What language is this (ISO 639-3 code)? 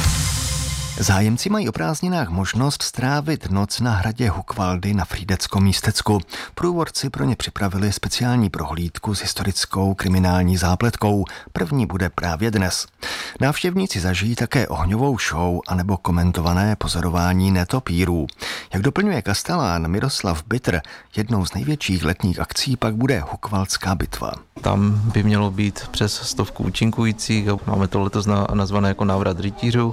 ces